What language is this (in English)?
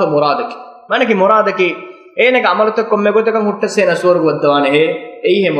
Divehi